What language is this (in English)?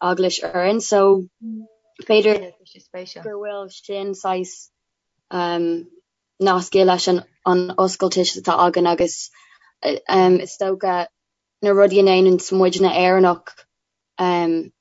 Irish